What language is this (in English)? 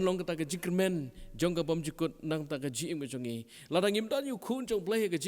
Khasi